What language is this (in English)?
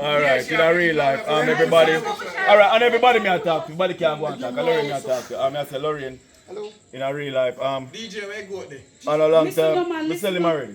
Jamaican Creole English